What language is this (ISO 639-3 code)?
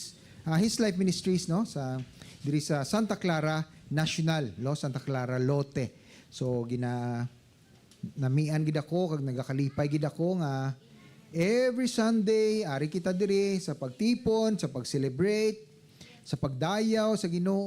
hil